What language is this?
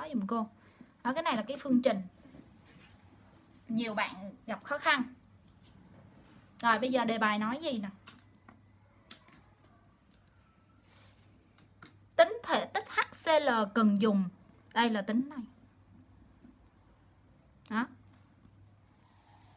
Vietnamese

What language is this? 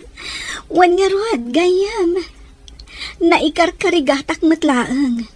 Iloko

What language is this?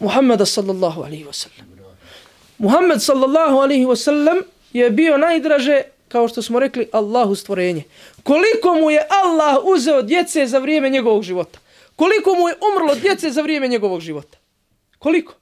Bosnian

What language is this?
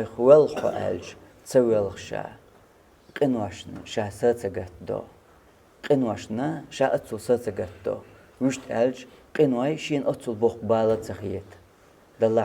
Chechen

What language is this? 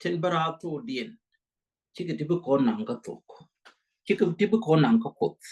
Nuer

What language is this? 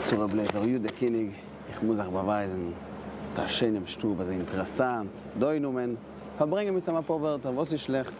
Yiddish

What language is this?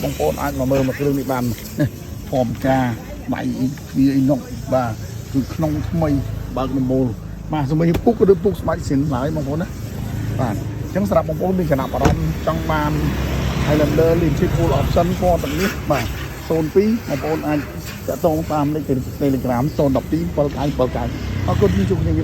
Khmer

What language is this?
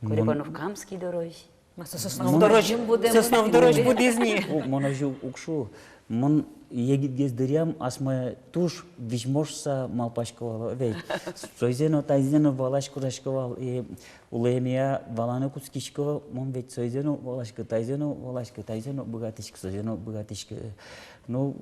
Udmurt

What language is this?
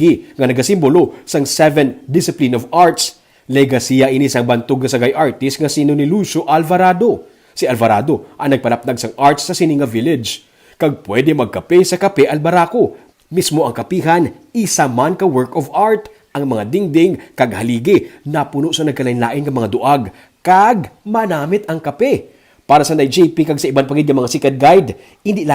Hiligaynon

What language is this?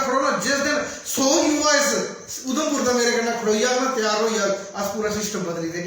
Dogri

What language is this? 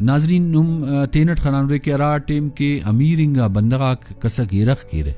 Brahui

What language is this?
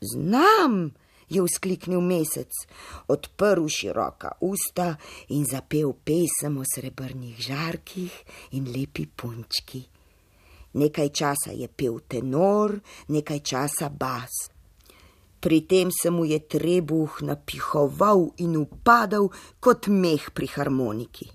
Slovenian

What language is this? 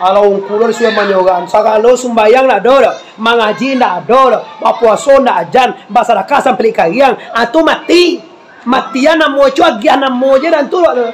Minangkabau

